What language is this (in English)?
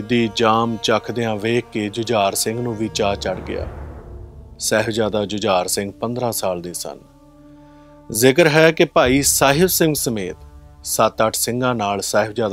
Punjabi